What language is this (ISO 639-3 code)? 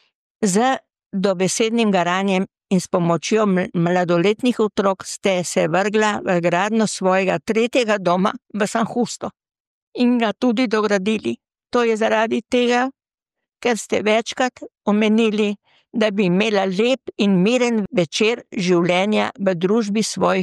slv